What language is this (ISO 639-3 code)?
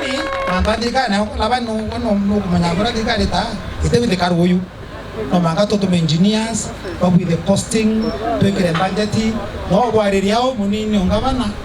mer